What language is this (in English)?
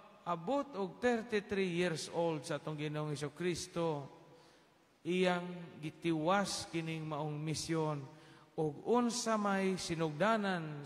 Cebuano